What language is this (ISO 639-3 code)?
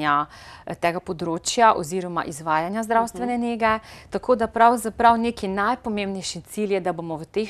slv